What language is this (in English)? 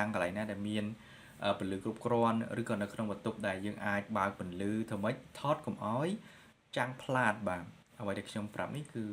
Khmer